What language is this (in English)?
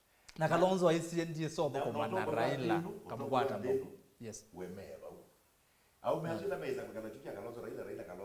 Kamba